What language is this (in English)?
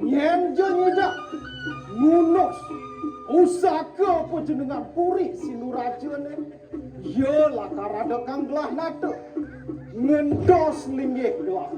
Balinese